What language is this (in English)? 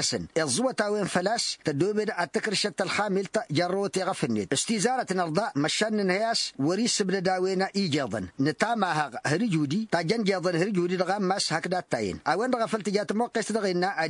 Tamasheq